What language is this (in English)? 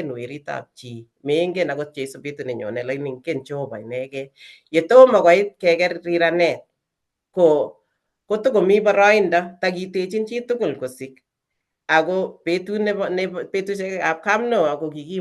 Kalenjin